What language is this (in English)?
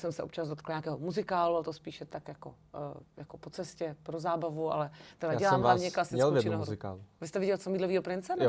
Czech